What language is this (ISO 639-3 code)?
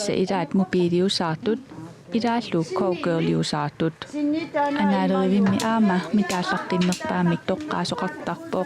kal